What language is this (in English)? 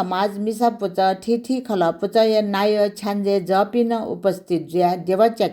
Newari